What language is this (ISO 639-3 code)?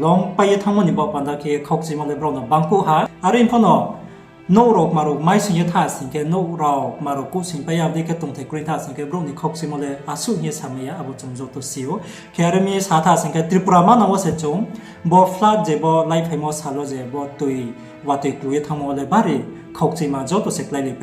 ria